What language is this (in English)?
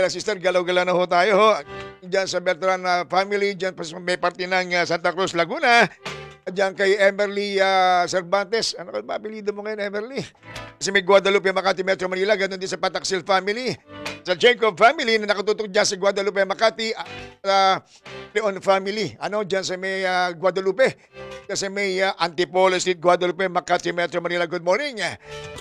Filipino